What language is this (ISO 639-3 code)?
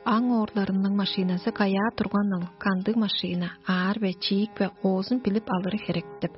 tyv